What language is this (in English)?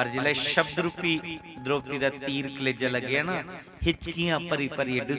Dogri